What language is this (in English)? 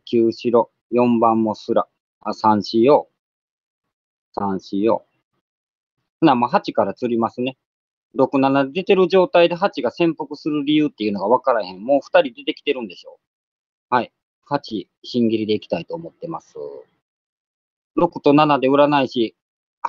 Japanese